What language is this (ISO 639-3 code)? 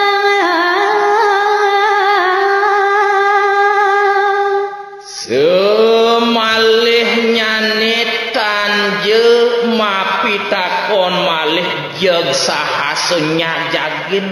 ban